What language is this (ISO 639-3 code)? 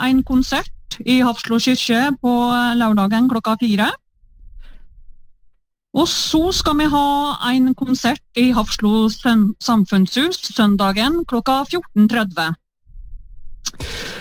nor